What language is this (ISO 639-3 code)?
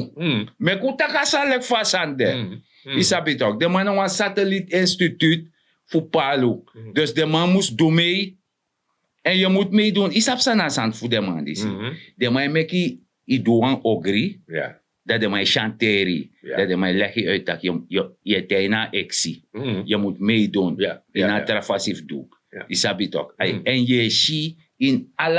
srn